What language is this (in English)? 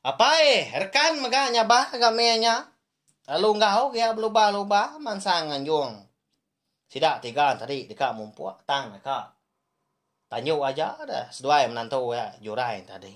Iban